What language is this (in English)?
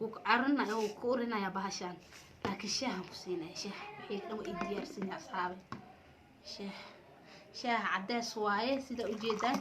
Somali